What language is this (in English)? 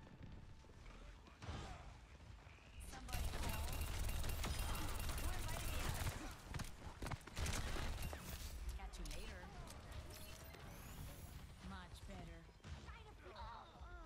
English